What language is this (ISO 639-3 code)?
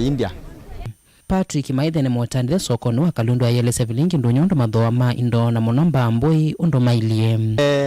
kam